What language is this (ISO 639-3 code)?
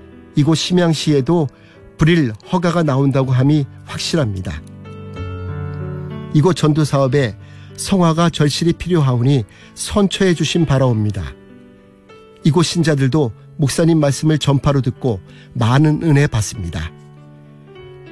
kor